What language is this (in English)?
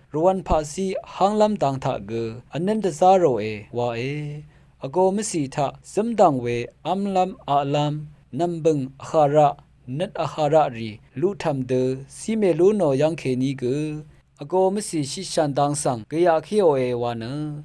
Rawang